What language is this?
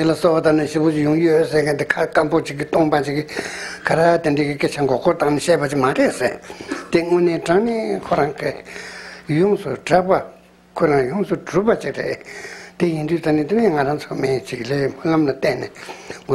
Tibetan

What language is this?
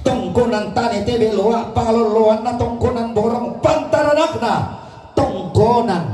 Toraja-Sa'dan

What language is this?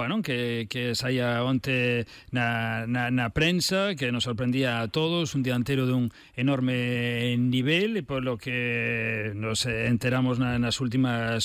Galician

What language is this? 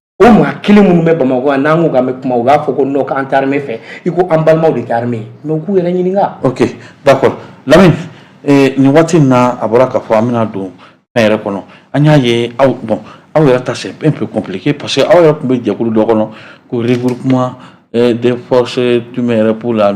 Bambara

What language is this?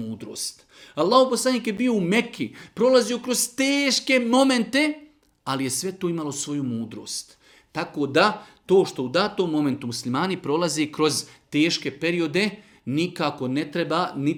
Bosnian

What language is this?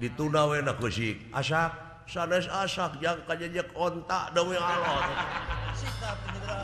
Sundanese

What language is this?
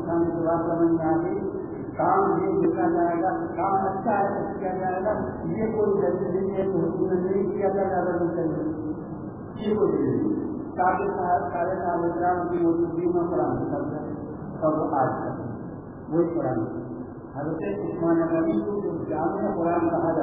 Urdu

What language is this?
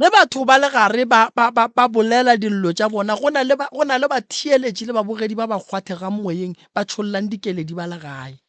Northern Sotho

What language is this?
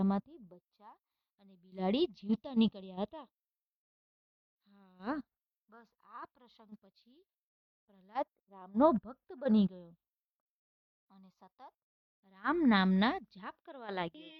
Gujarati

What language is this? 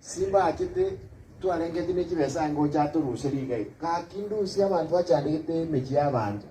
Gusii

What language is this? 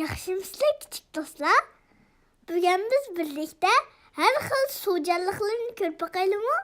Uyghur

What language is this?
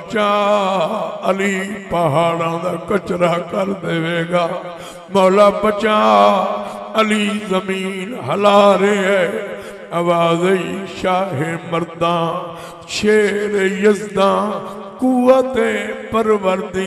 Saraiki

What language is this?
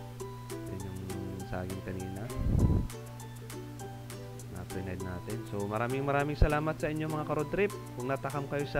Filipino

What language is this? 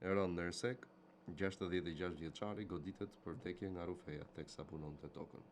Albanian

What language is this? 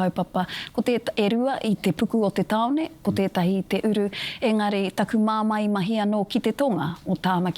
Māori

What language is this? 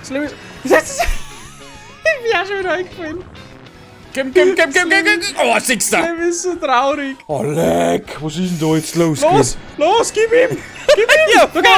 Bavarian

